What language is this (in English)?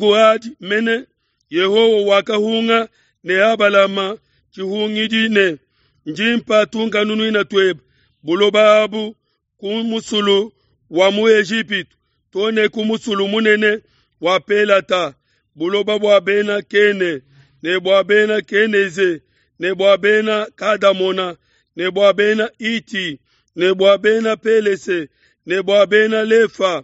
Luba-Lulua